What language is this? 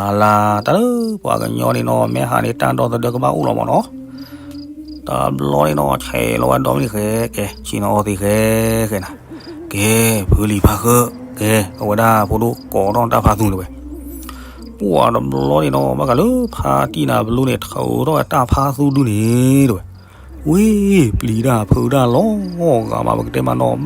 S'gaw Karen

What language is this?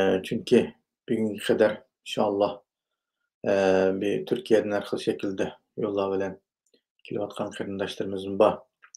Uyghur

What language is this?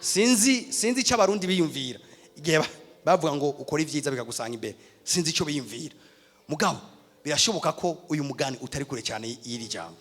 Rundi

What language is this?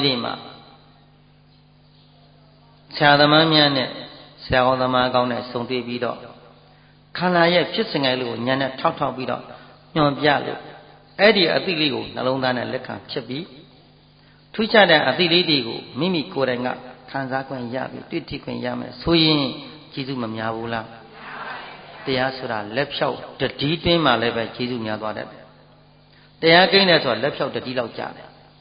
Burmese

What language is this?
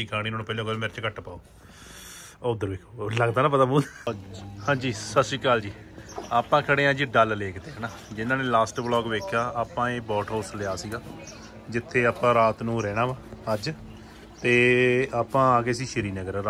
Punjabi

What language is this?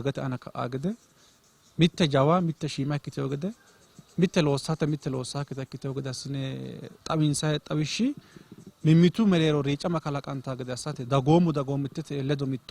Sidamo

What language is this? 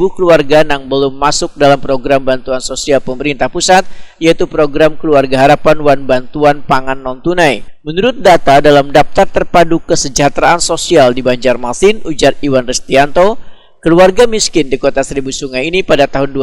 Banjar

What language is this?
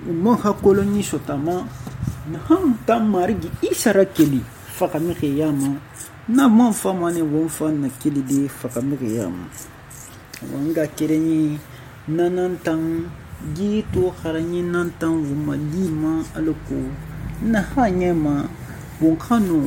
Susu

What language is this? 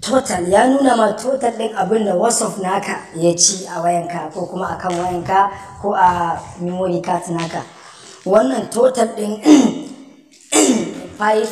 Hausa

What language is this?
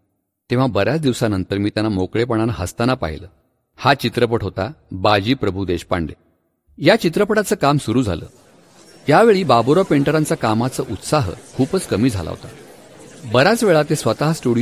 Marathi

